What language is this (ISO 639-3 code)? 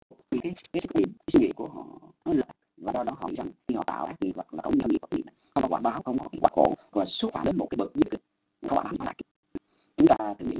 vie